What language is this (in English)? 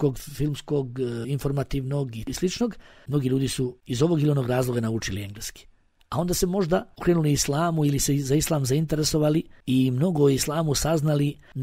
Bosnian